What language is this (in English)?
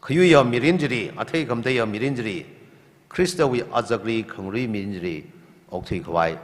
Tangkhul Naga (India)